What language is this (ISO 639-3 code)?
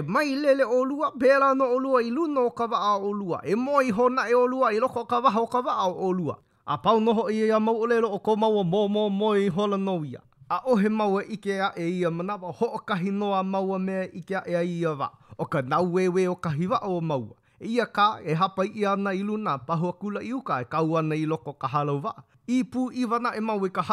haw